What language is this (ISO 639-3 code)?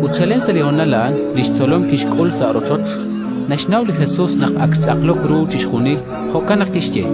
kek